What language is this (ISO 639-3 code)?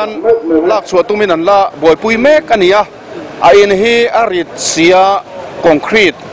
lus